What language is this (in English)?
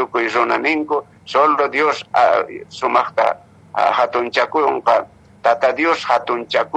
Quechua